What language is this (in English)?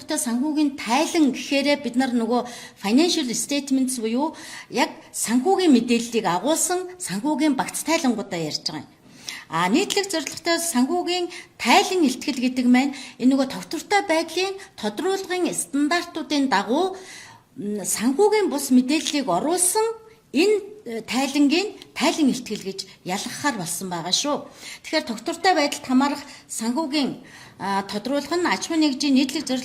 Mongolian